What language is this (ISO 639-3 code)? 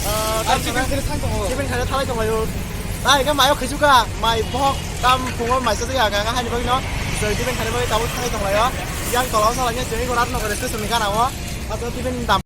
trp